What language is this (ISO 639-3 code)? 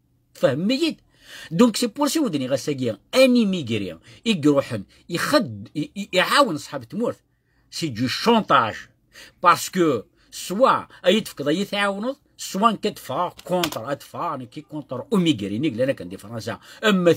kab